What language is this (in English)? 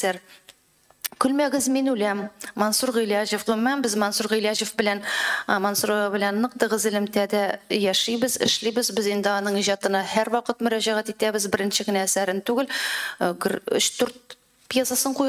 Tatar